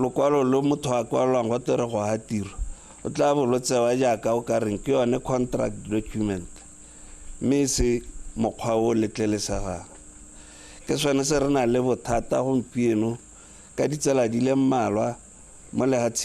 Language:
Tswana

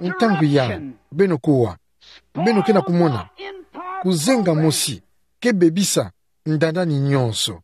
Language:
Kituba (Democratic Republic of Congo)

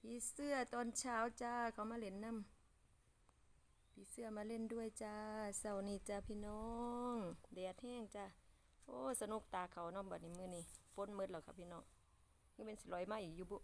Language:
Northeastern Thai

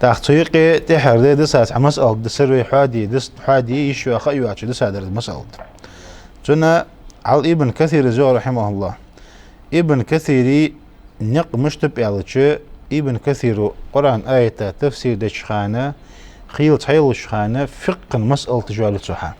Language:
Ingush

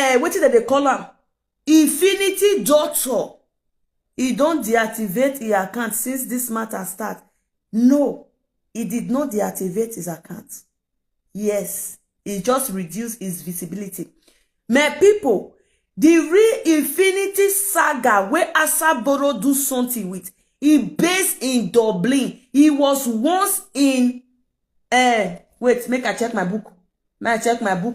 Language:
Nigerian Pidgin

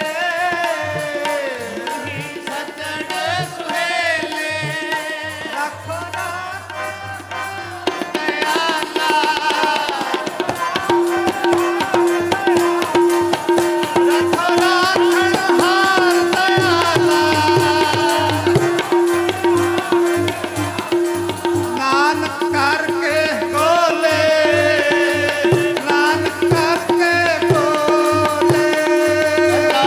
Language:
Punjabi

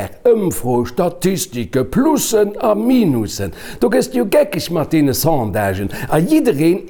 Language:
Luxembourgish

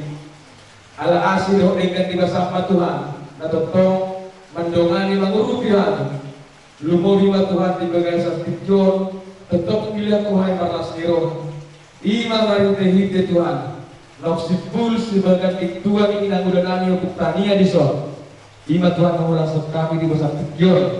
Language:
Batak Toba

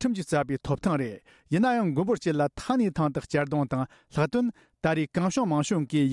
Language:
Tibetan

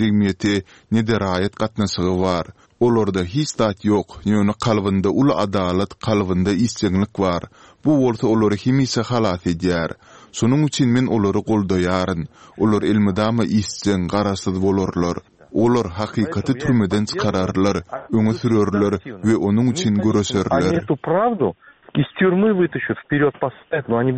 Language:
Turkmen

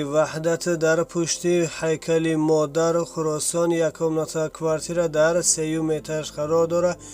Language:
Tajik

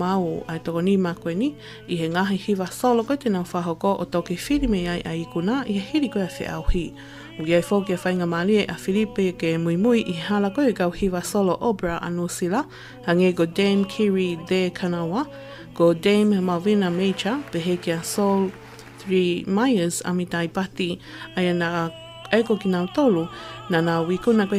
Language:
Tongan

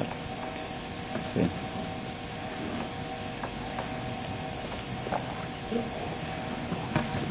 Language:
Hebrew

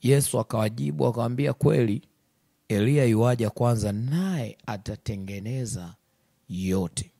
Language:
Swahili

